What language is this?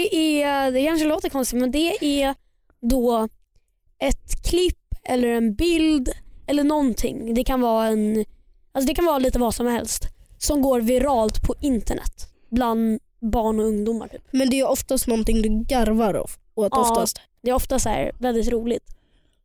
Swedish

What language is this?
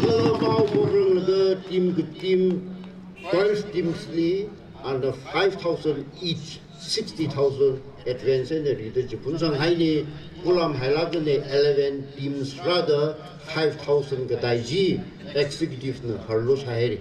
Tangkhul Naga (India)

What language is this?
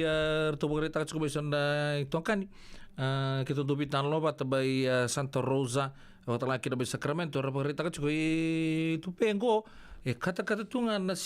Fijian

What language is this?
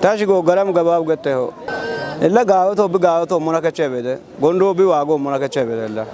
Kafa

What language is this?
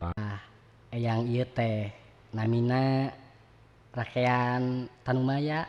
Sundanese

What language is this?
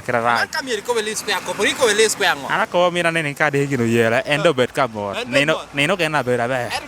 Lango (Uganda)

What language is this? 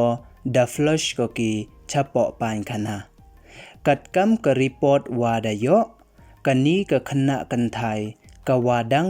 Pnar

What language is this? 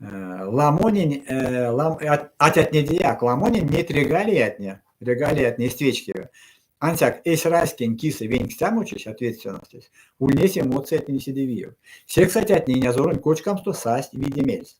Erzya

